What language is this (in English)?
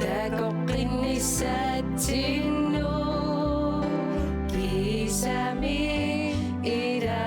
Kalaallisut